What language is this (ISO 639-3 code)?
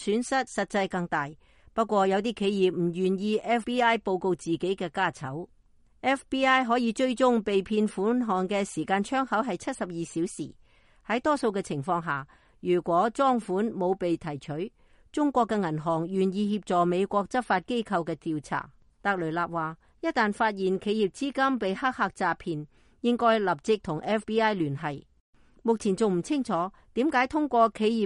yue